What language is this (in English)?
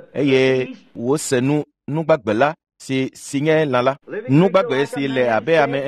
Ewe